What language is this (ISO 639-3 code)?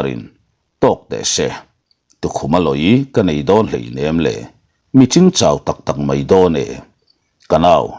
lus